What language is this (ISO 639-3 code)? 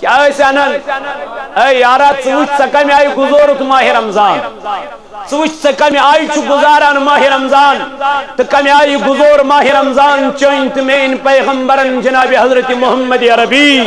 kas